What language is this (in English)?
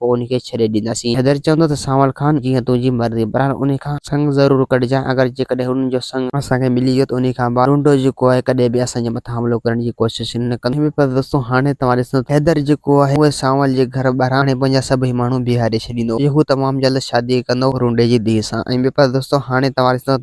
Sindhi